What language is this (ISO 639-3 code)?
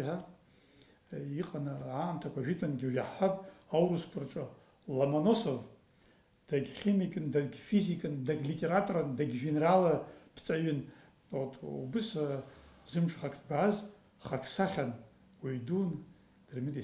abk